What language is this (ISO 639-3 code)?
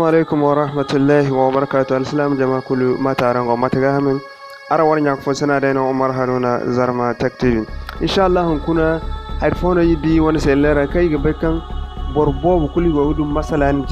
dje